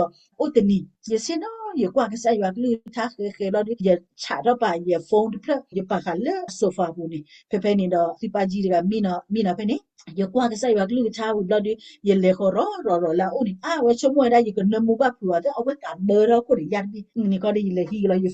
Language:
S'gaw Karen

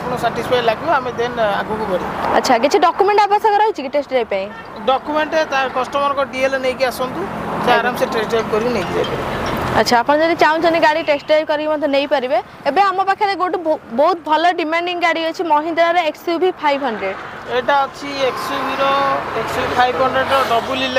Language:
Odia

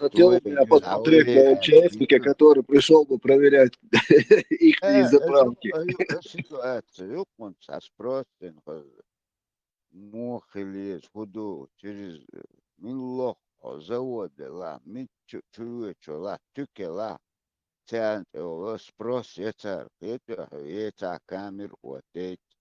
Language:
Chechen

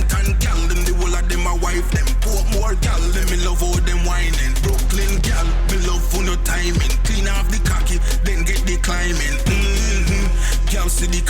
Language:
Jamaican Creole English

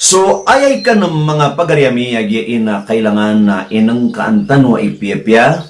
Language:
Maranao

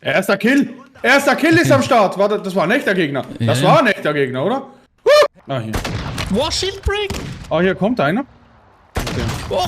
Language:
Swiss German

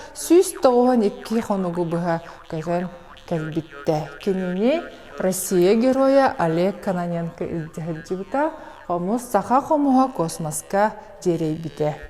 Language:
Yakut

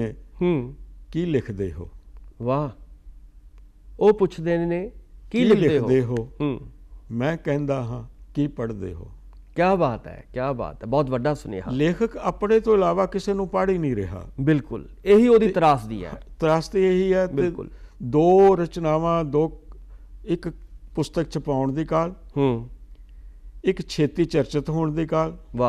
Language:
Punjabi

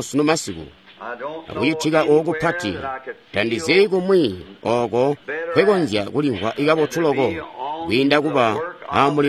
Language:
Tonga (Zambia)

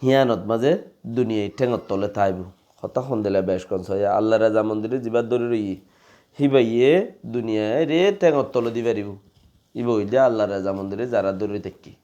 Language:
Rohingya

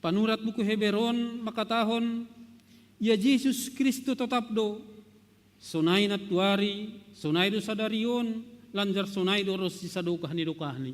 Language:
Batak Simalungun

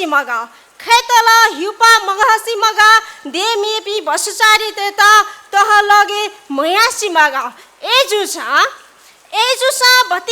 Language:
Newari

